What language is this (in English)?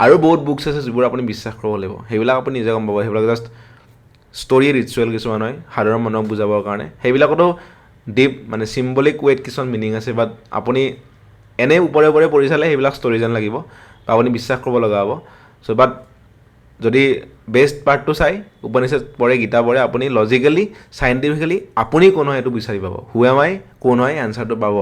Assamese